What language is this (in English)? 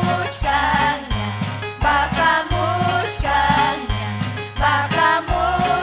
Ayacucho Quechua